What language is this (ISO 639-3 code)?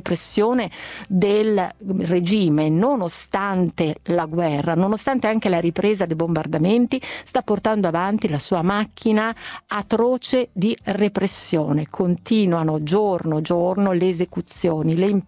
ita